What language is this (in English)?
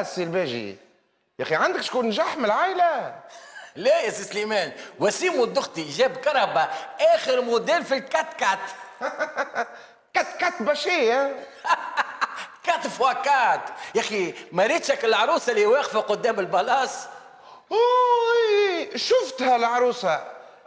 Tunisian Arabic